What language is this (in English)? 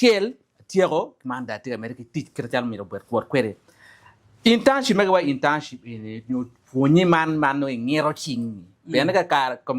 Acoli